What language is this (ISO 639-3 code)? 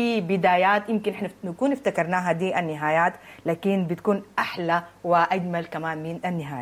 apd